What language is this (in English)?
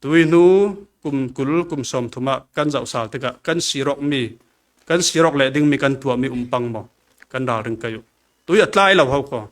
Falam Chin